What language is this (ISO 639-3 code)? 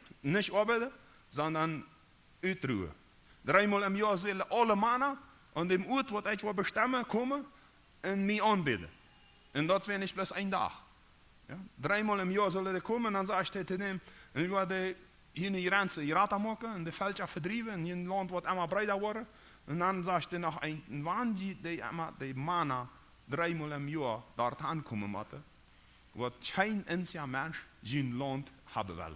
pdt